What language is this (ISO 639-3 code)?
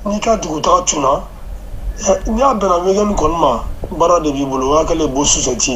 bam